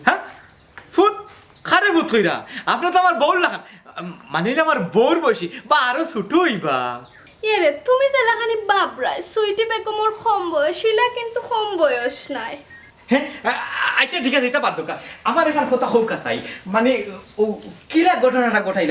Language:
Sylheti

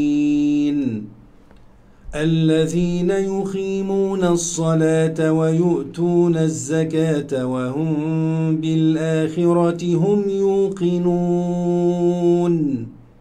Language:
Arabic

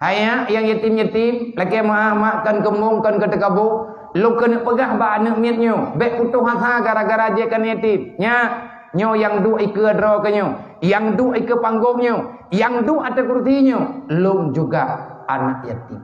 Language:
Achinese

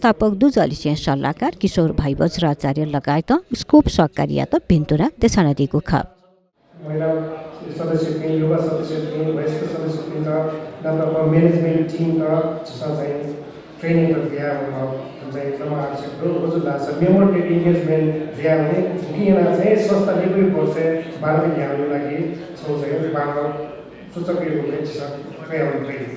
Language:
Newari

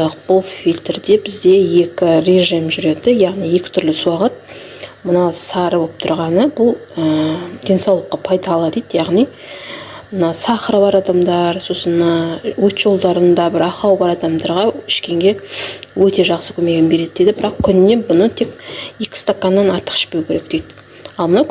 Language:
Kazakh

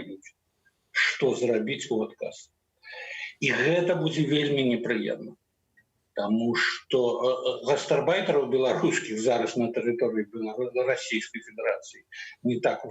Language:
Belarusian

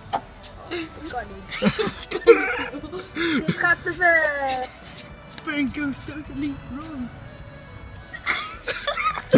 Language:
Dutch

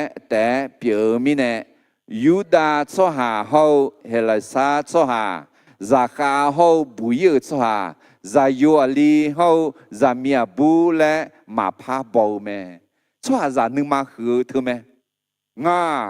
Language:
Akha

